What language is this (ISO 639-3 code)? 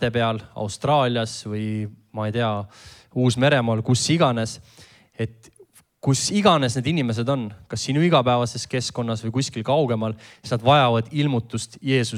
est